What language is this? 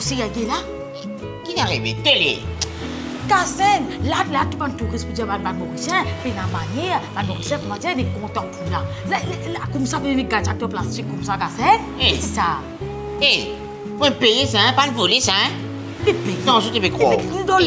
Morisyen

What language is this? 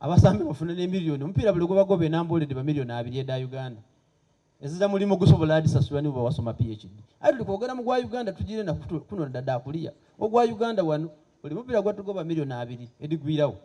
Soga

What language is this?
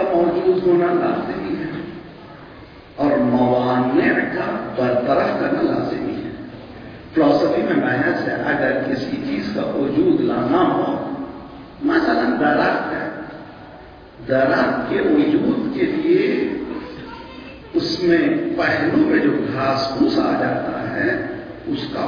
Urdu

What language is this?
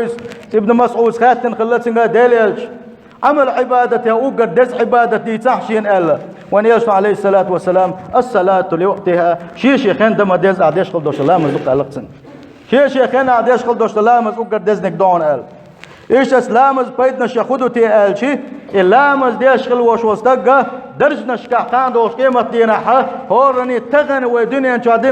Chechen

